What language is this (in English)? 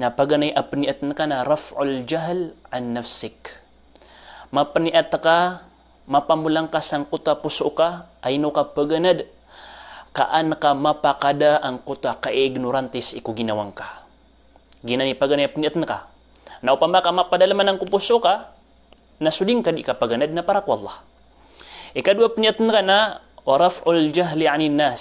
Maranao